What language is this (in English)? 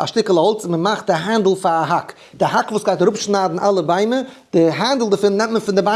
Yiddish